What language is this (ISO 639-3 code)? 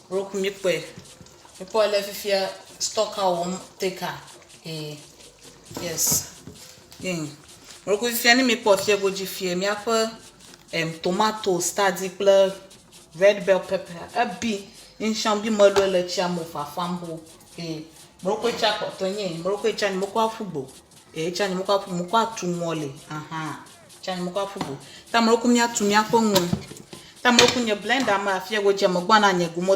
ewe